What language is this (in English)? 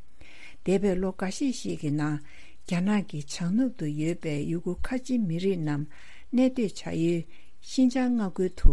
Tibetan